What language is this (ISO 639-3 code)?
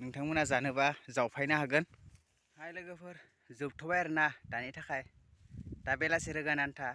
brx